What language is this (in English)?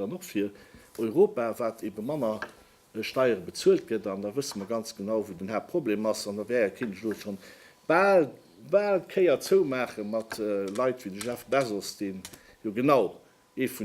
Luxembourgish